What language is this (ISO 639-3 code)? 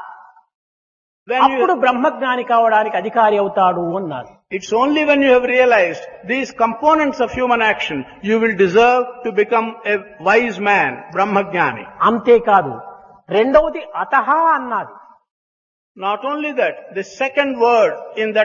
tel